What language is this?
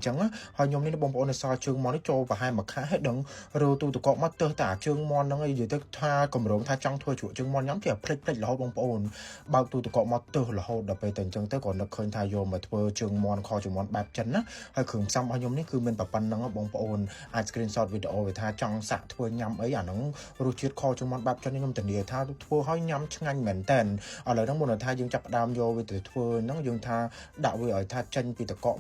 Khmer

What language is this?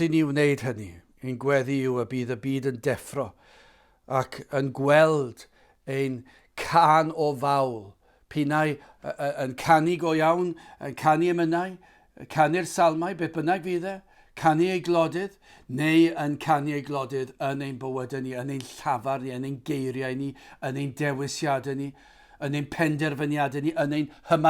Welsh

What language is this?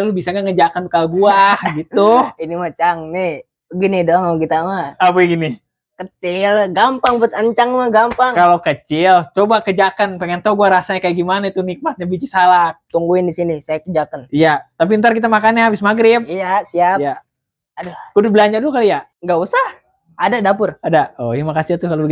Betawi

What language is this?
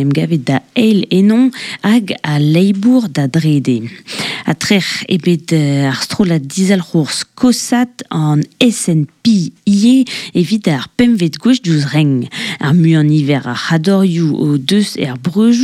Breton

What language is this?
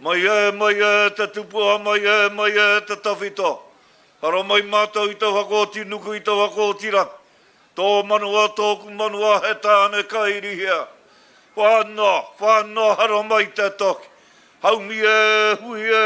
Māori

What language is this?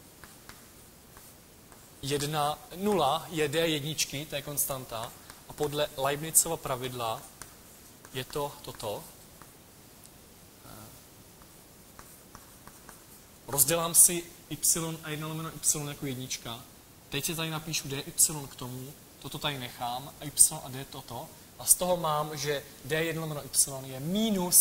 Czech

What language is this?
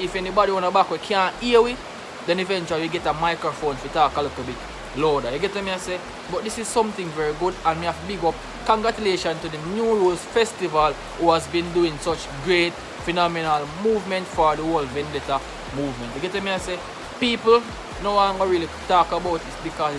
Jamaican Creole English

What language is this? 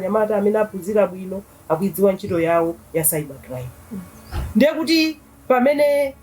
Nyanja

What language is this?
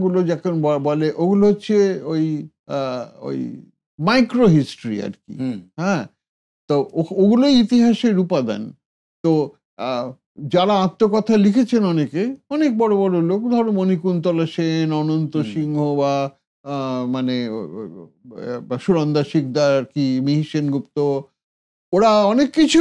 Bangla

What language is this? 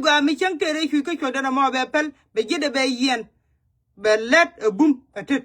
Nuer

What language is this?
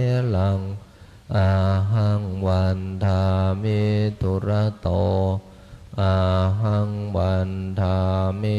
Pali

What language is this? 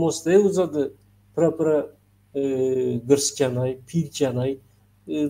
Zaza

